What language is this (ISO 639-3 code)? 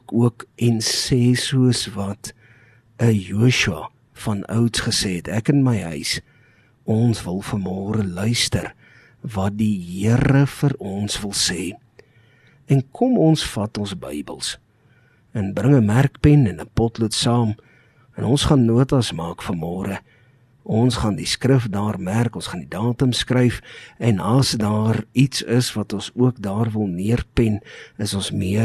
afr